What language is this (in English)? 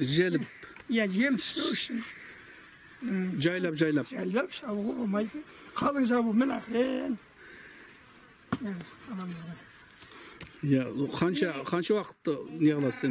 Kazakh